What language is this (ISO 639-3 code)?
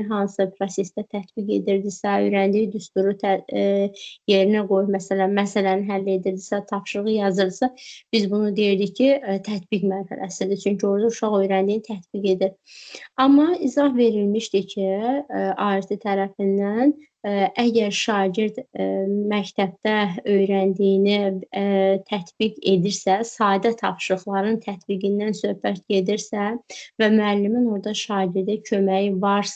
aze